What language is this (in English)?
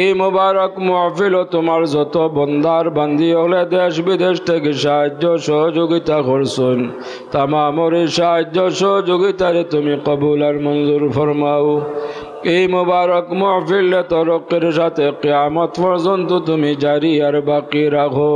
Sylheti